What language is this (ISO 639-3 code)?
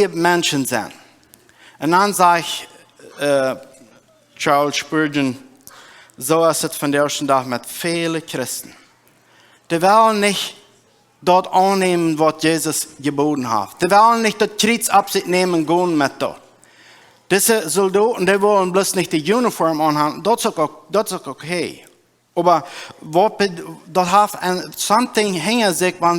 pdt